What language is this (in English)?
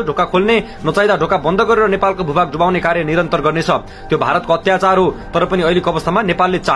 Nepali